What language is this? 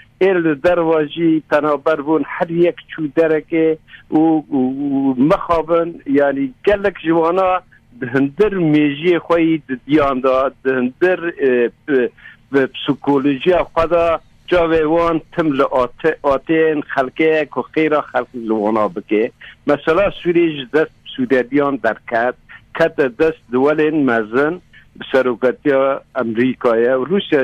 Kurdish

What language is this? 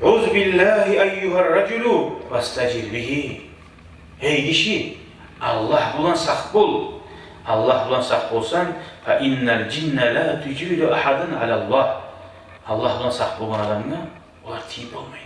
Kumyk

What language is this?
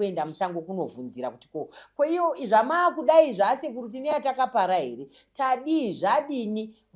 Shona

